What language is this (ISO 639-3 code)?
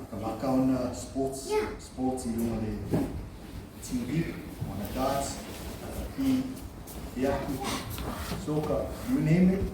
smo